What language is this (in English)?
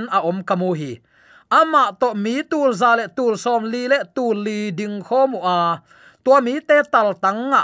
Tedim Chin